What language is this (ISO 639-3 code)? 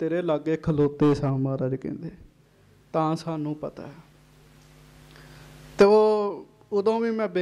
pan